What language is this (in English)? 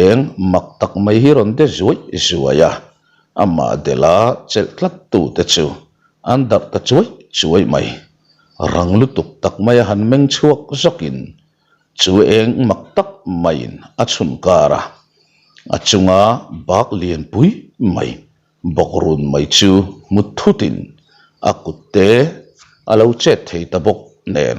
Mizo